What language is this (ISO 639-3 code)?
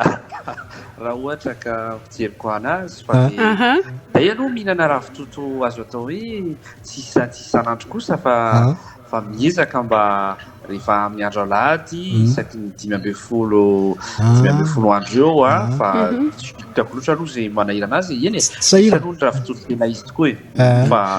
mlg